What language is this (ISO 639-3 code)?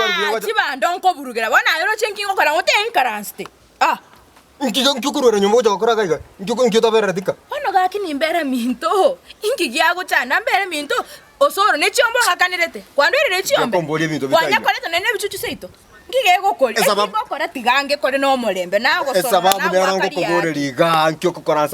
guz